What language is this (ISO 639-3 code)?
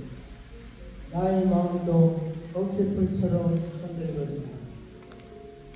kor